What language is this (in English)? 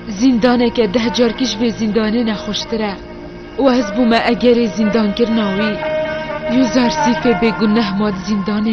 Kurdish